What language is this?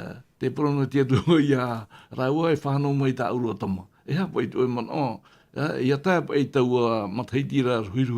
Tahitian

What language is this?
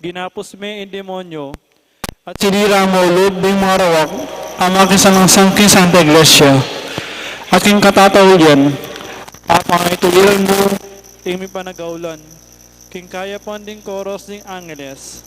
Pampanga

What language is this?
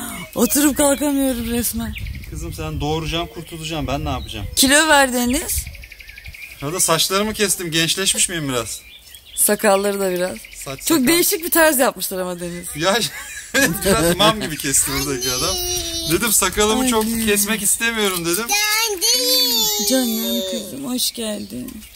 Turkish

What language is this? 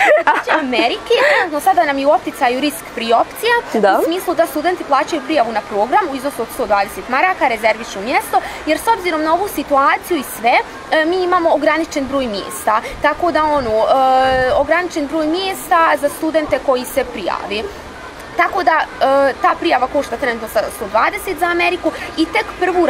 Bosnian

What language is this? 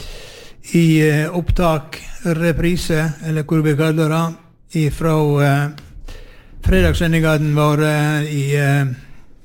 Norwegian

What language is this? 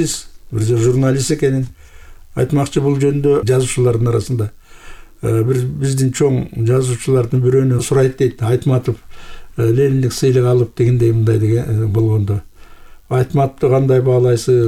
Kyrgyz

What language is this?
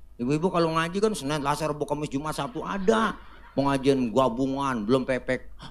Betawi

